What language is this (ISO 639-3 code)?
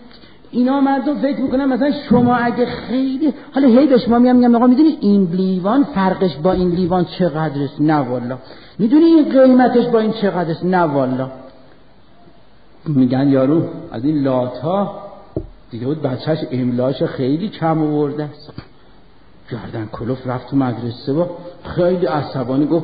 fas